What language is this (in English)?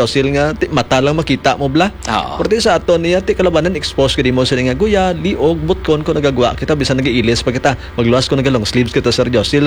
Hiligaynon